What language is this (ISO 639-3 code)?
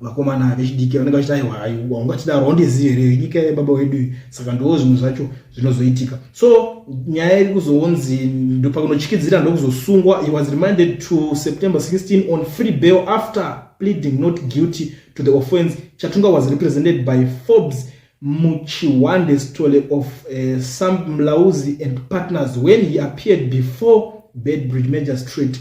sna